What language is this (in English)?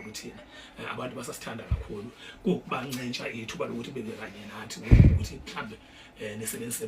Zulu